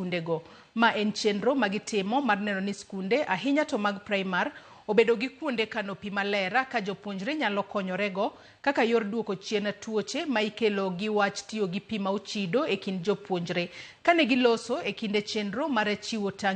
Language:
Luo (Kenya and Tanzania)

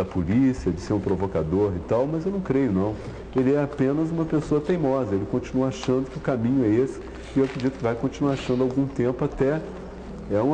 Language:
Portuguese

